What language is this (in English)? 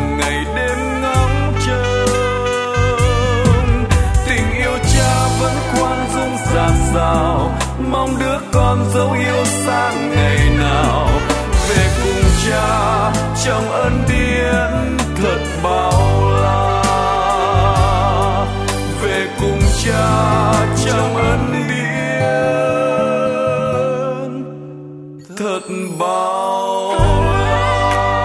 Vietnamese